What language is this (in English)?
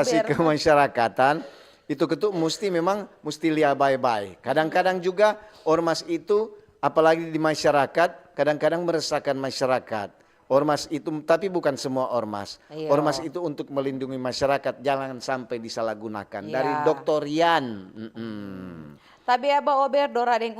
Manado Malay